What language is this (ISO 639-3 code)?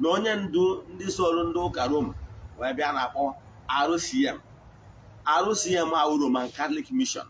ibo